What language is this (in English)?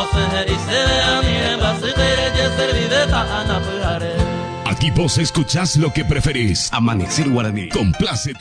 Guarani